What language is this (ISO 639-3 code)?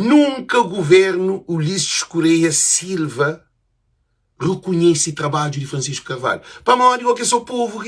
kea